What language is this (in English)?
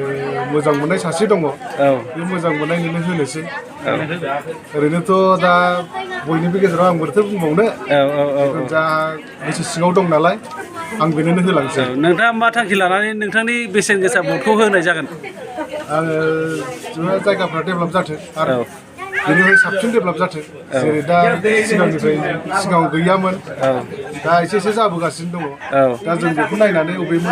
Bodo